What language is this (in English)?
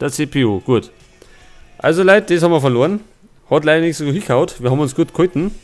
Bavarian